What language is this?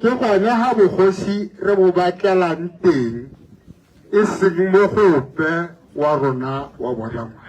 Tswana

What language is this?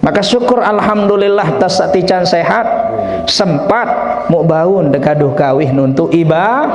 Sasak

